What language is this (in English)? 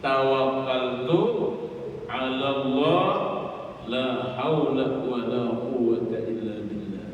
Banjar